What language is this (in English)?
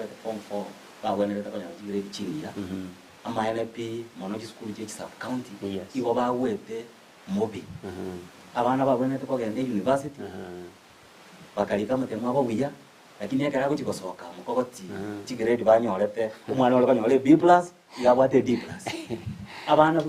Gusii